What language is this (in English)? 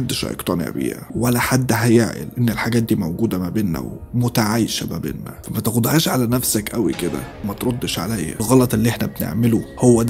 Egyptian Arabic